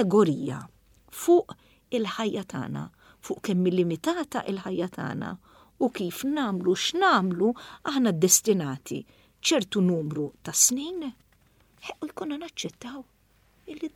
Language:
Maltese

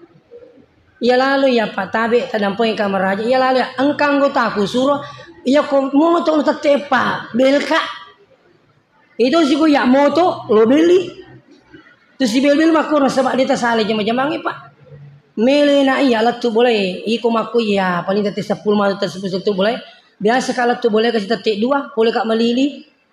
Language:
Buginese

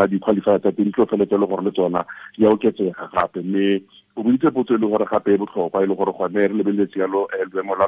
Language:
Tswana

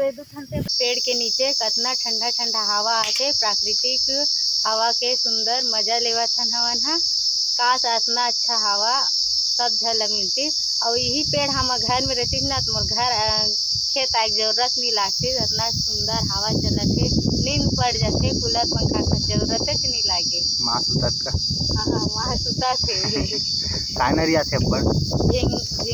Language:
Chhattisgarhi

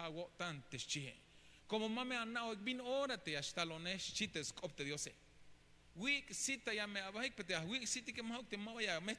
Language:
Tzeltal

